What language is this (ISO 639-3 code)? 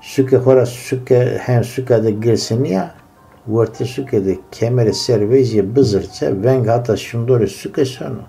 zza